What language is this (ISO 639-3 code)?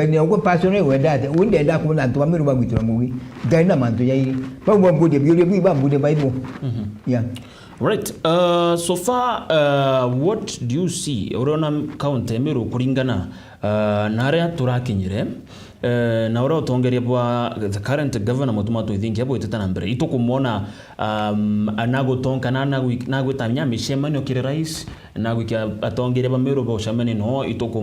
mer